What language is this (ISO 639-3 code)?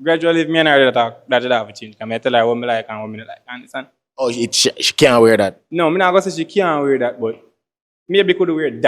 jam